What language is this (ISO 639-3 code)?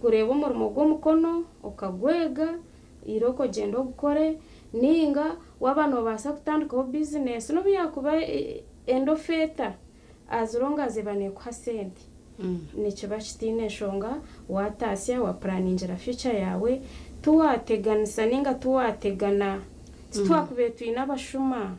nyn